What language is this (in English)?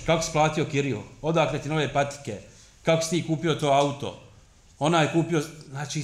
Bosnian